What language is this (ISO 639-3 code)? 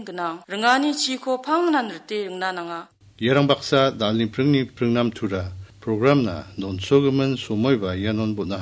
grt